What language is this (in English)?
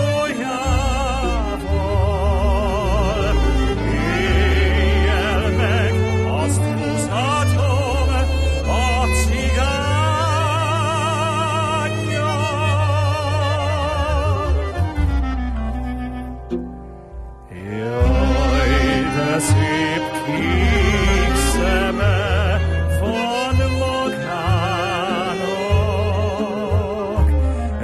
Hungarian